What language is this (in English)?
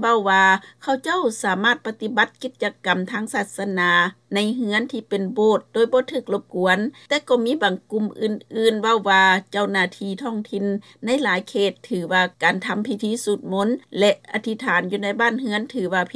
Lao